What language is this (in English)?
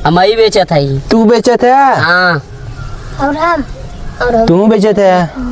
Awadhi